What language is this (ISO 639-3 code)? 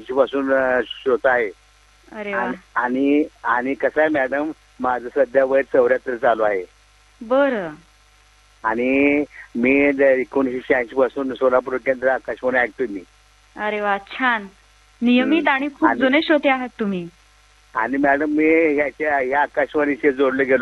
mar